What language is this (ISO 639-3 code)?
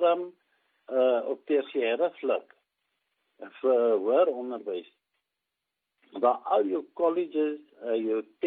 afr